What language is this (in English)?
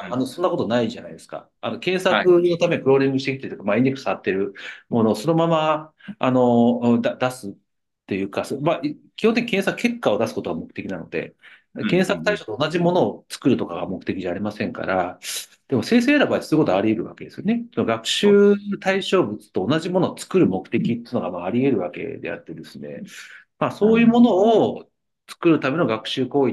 Japanese